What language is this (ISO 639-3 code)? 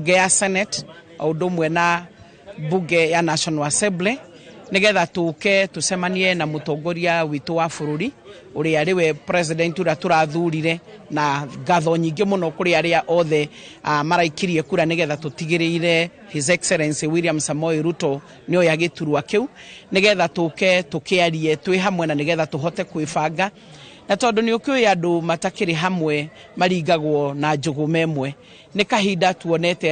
kik